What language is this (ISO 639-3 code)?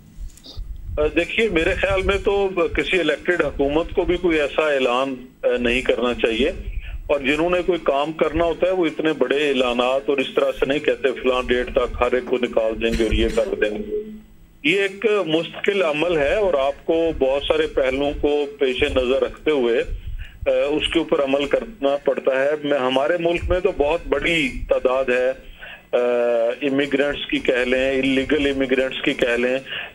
urd